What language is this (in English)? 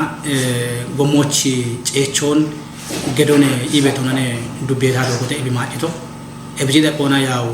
Kafa